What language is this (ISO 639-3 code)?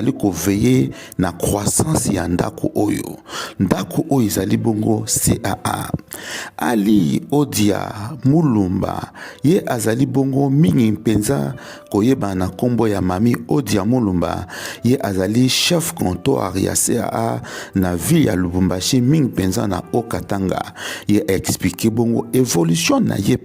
lin